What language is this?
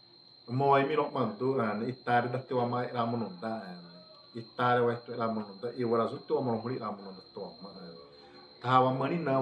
Xavánte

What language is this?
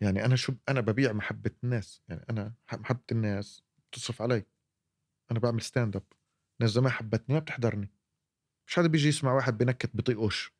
North Levantine Arabic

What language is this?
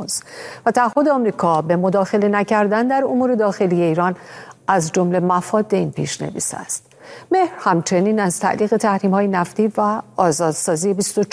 Persian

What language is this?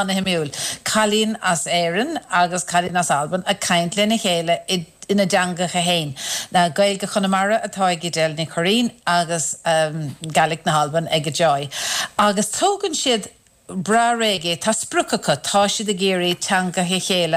Irish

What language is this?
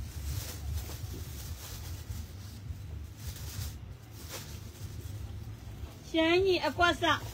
Burmese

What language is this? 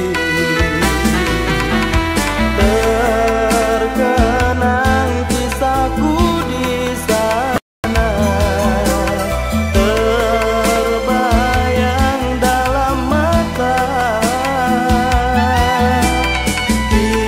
Malay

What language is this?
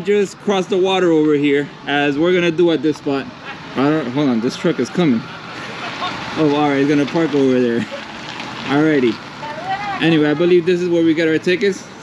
English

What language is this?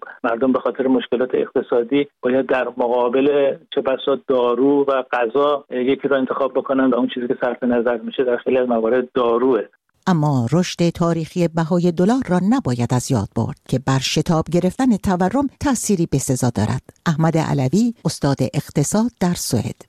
Persian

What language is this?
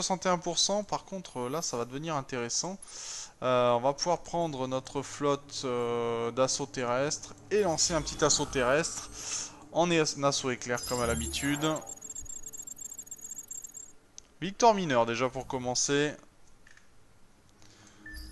French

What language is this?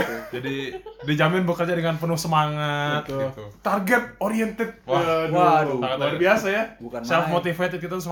Indonesian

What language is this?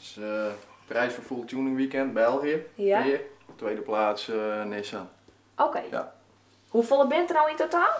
Western Frisian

